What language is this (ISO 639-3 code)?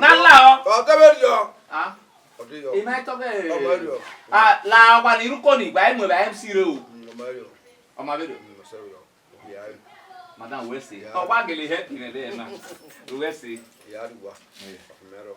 bin